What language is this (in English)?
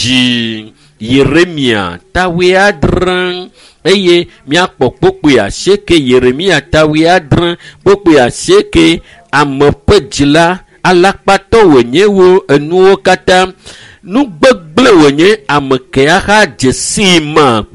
Ewe